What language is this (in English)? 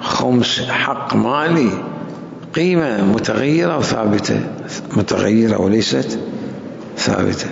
Mesopotamian Arabic